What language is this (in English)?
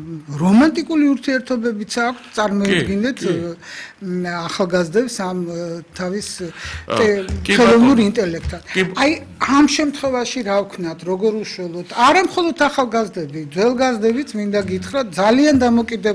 Georgian